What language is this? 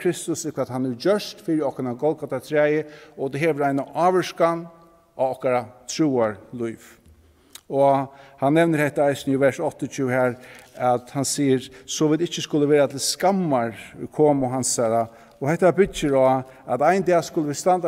Faroese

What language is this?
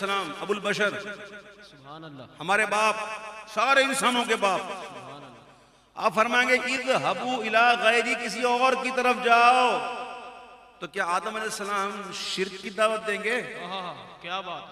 Urdu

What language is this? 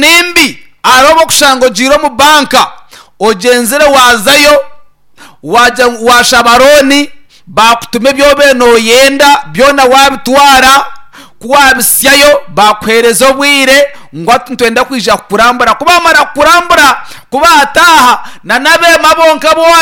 Nyankole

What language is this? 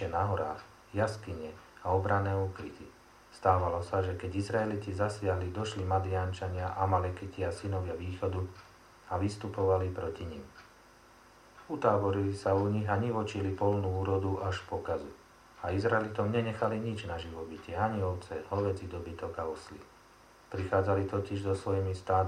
Slovak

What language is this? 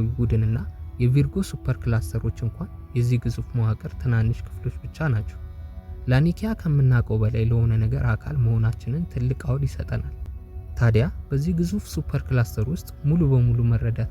Amharic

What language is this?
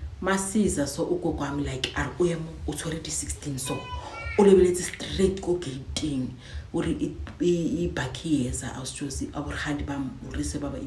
Zulu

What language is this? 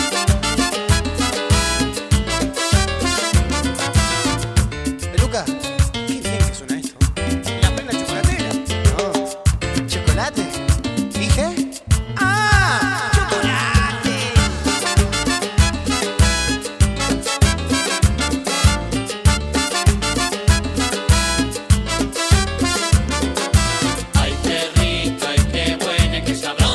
Spanish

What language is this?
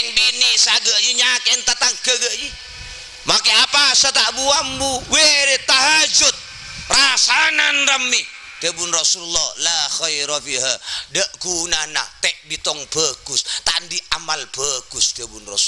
Madurese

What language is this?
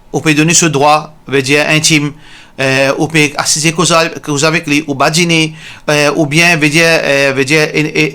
Morisyen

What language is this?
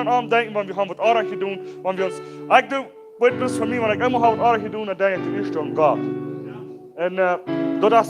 Plautdietsch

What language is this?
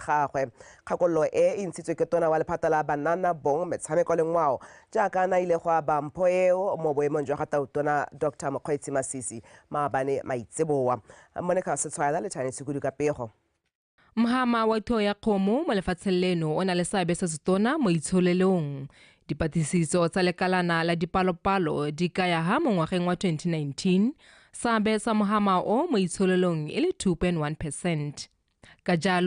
Tswana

